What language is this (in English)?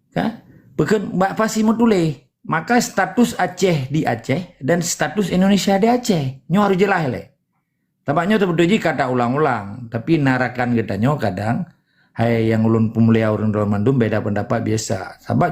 Achinese